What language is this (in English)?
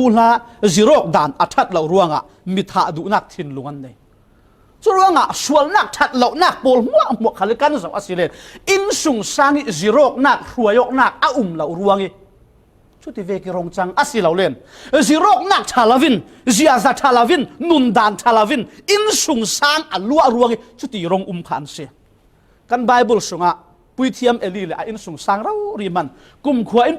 Falam Chin